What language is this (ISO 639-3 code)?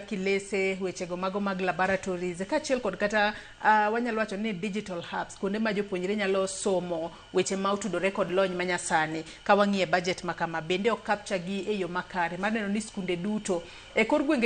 luo